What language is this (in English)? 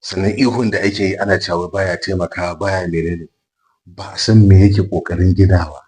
Hausa